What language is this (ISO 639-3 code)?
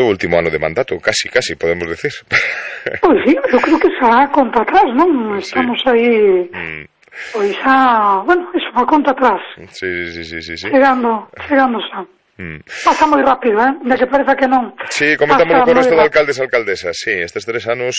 glg